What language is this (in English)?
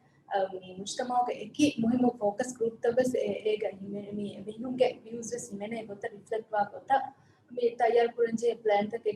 Divehi